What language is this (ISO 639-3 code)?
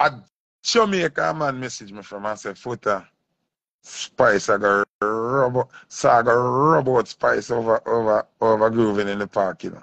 jam